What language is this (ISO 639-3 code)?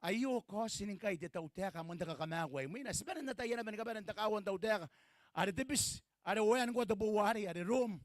gil